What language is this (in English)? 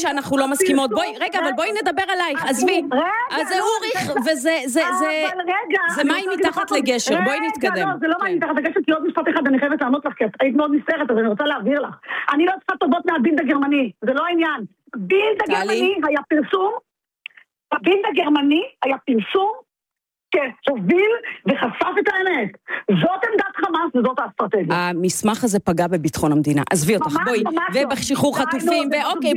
Hebrew